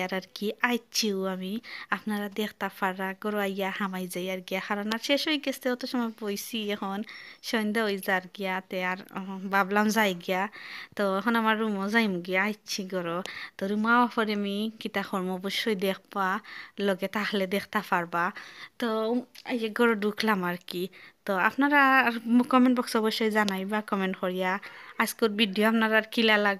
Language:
Sylheti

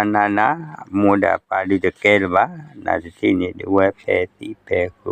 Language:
S'gaw Karen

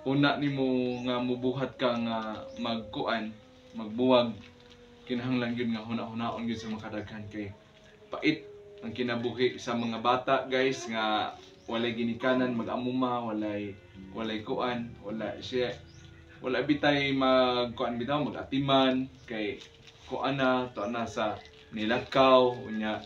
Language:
Cebuano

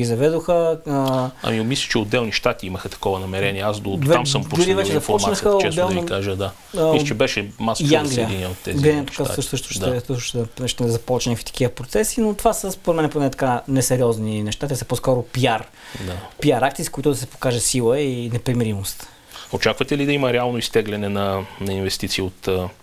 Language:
Bulgarian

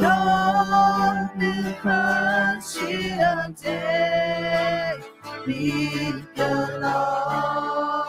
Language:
Akha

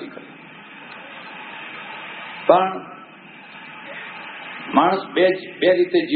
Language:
Gujarati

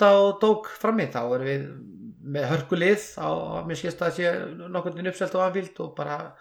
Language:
Icelandic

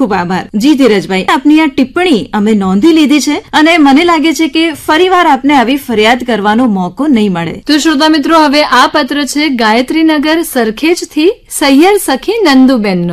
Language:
Gujarati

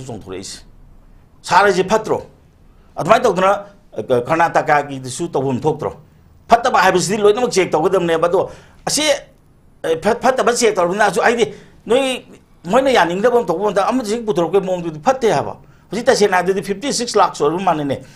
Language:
Manipuri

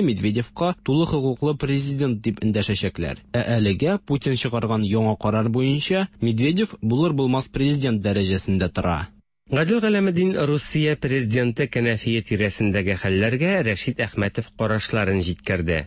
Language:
Tatar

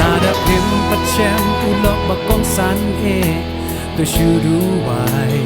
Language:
Khasi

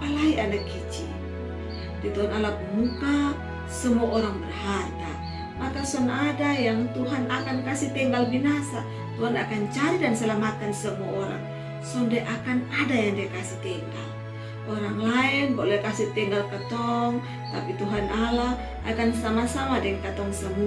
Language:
Kupang Malay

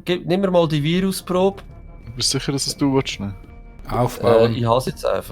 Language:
Swiss German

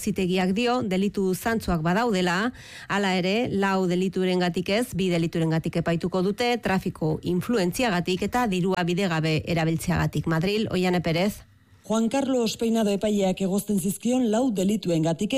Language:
Basque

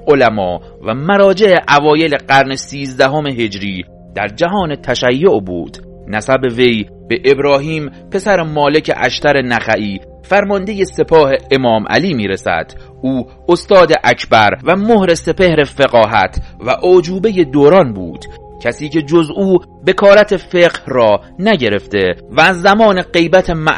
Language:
Persian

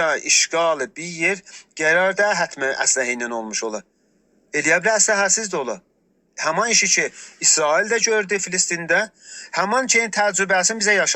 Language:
South Azerbaijani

